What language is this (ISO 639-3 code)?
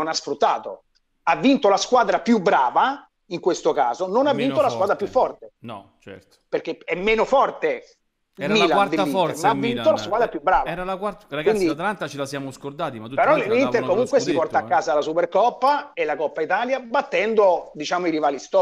ita